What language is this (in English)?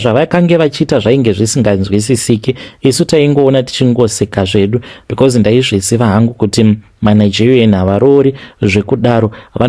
Shona